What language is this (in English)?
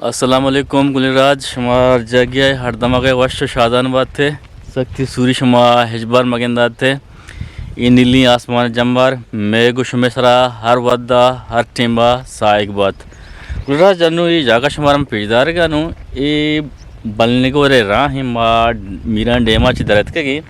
Eastern Balochi